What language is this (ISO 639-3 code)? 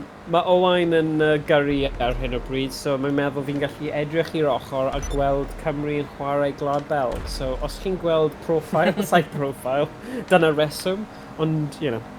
cym